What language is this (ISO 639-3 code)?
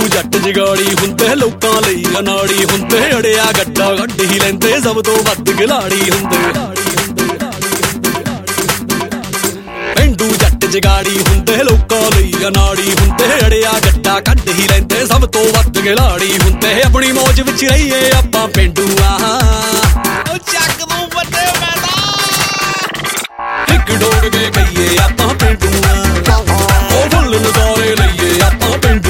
pan